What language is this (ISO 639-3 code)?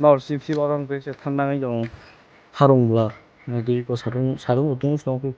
trp